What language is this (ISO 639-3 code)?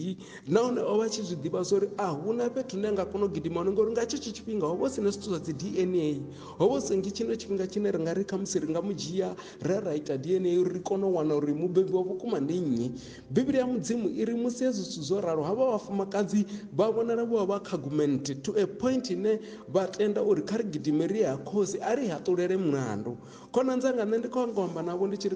ven